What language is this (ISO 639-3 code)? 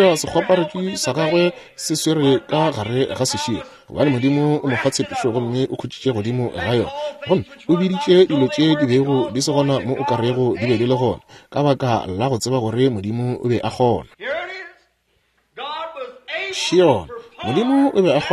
nso